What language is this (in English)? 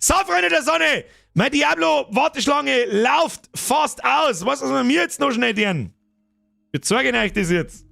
Bavarian